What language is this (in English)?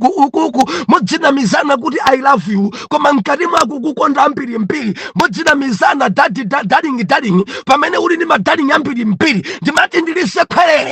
Nyanja